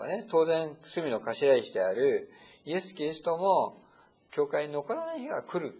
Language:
Japanese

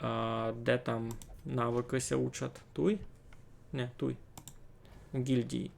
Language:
Rusyn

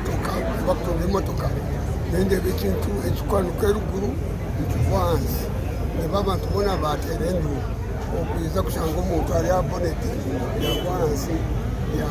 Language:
Nyankole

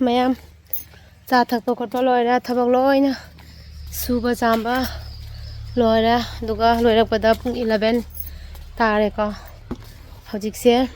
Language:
Manipuri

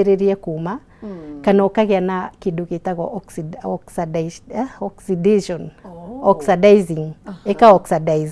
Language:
Kikuyu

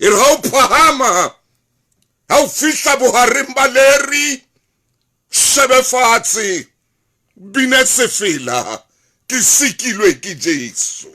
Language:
Southern Sotho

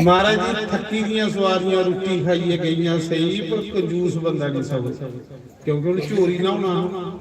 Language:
Dogri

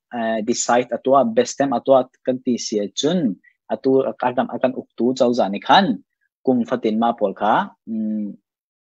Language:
Hakha Chin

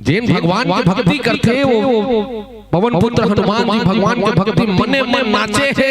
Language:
Chhattisgarhi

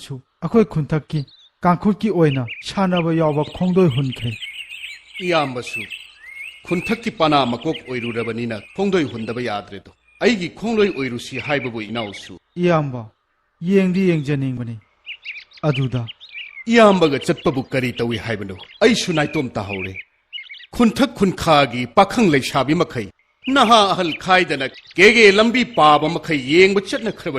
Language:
Manipuri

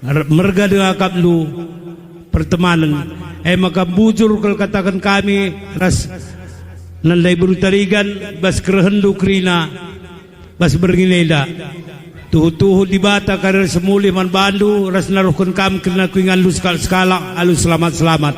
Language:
Batak Karo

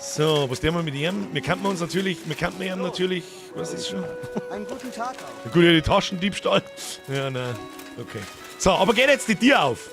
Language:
Bavarian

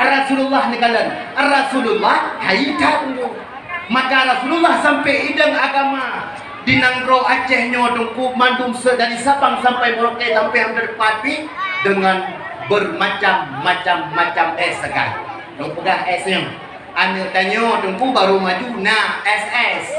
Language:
Achinese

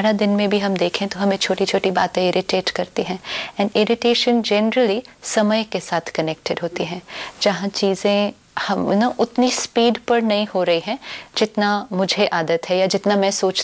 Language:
Hindi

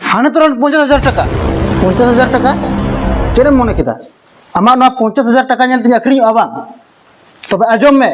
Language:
Santali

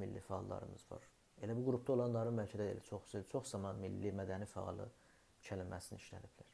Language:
South Azerbaijani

